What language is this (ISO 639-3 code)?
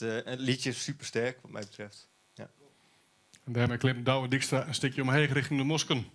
fry